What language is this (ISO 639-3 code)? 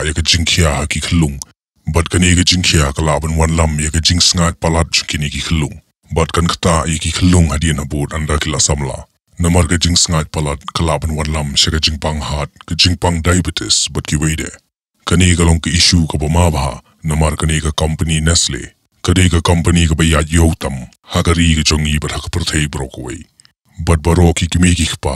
kha